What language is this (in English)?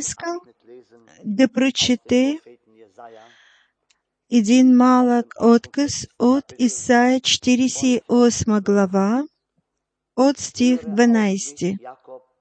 Bulgarian